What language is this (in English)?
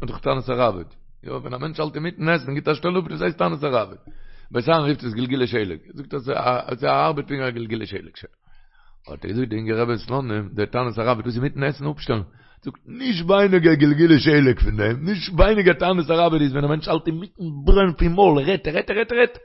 Yiddish